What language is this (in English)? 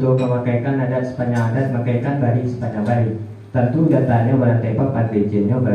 Minangkabau